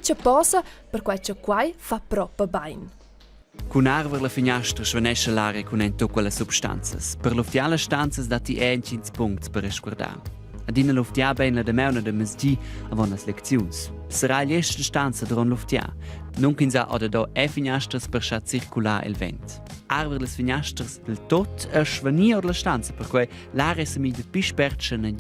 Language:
Romansh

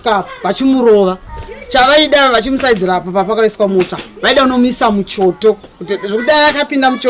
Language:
Shona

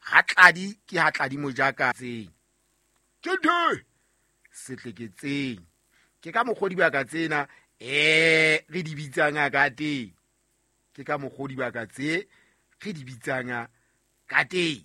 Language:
Southern Sotho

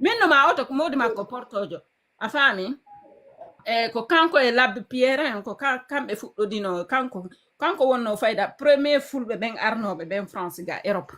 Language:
Fula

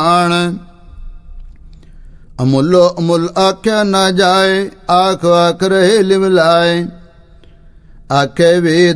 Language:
Punjabi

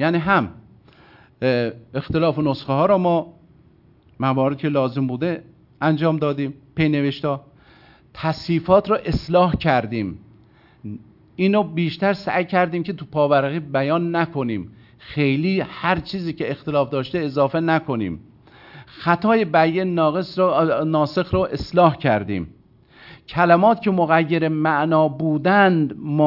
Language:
Persian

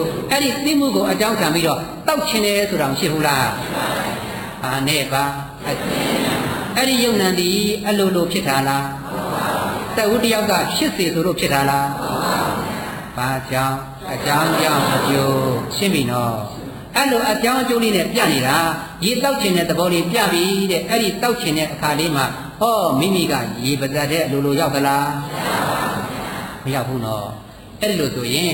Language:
Burmese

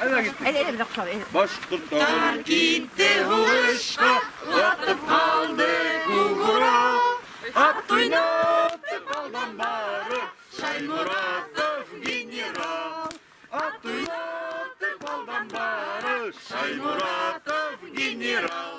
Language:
Bashkir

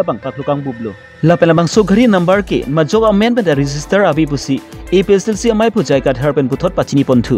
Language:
Karbi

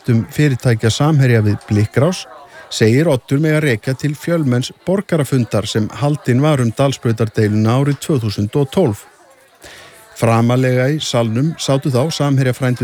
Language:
Icelandic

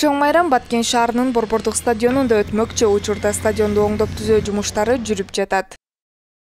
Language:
Kyrgyz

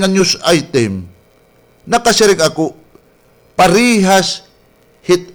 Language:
Waray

